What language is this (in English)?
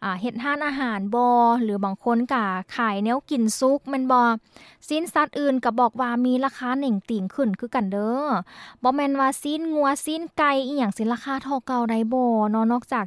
Lao